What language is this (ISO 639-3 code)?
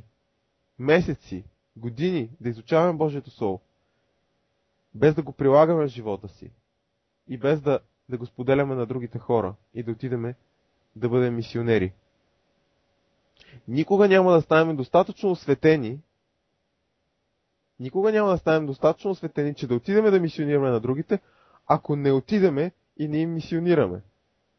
bul